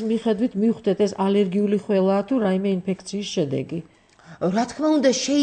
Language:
Georgian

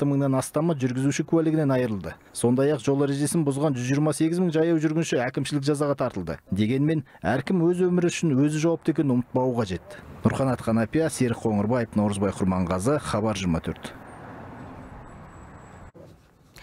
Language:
Kazakh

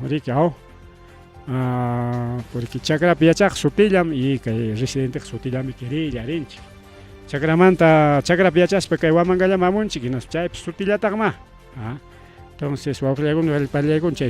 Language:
Ayacucho Quechua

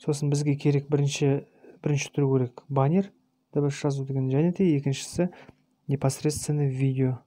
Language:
Kazakh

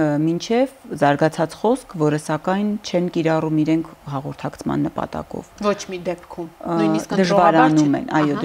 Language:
Armenian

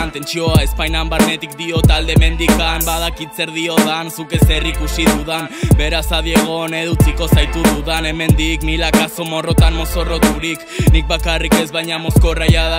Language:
Basque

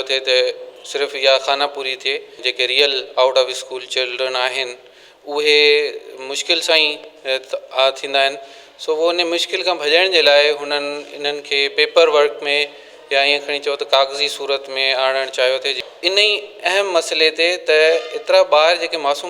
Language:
Sindhi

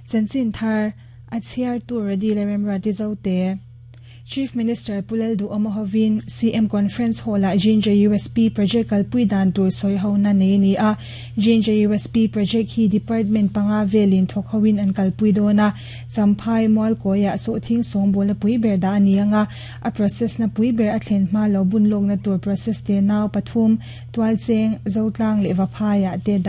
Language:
Mizo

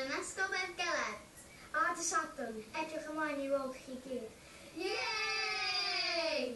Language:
Welsh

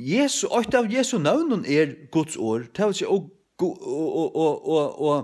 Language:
Faroese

